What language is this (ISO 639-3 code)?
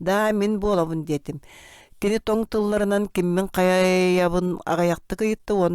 sah